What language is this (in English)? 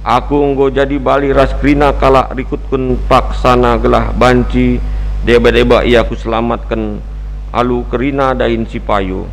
Batak Karo